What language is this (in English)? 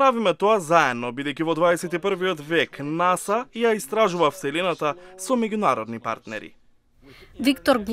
Macedonian